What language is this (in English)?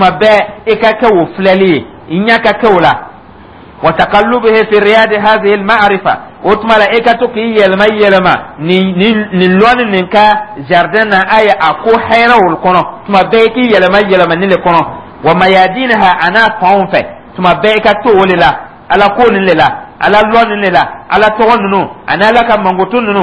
Dyula